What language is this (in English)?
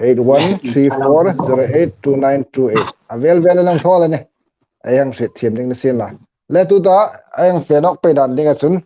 Hmar